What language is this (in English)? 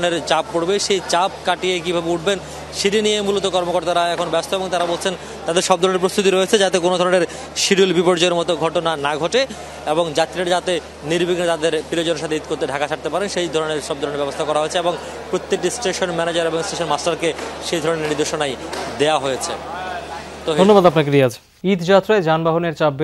Bangla